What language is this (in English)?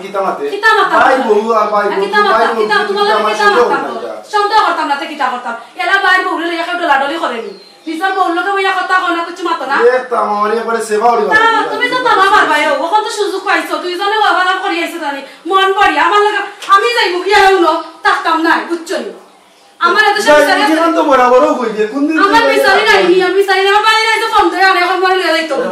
Sylheti